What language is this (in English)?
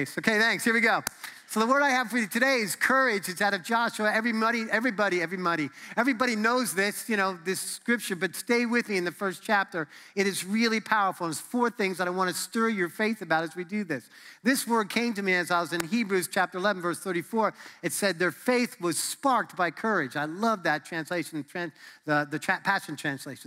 English